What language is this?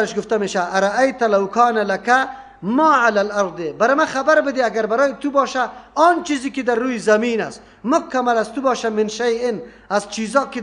Persian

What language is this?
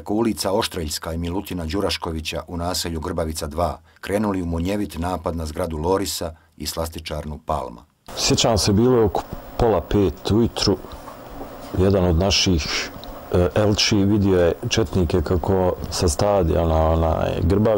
Bosnian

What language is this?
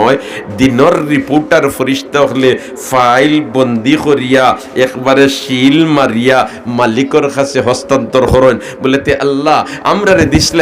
Sylheti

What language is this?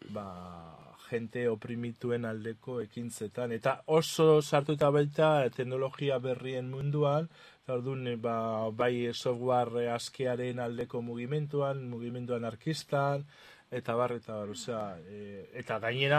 Basque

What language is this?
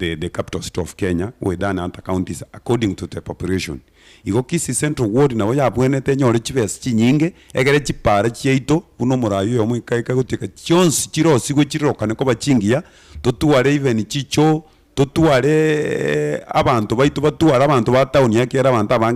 Gusii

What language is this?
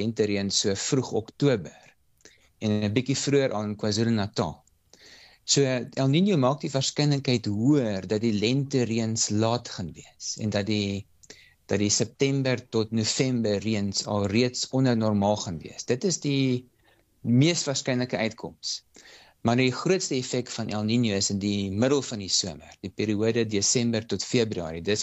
Afrikaans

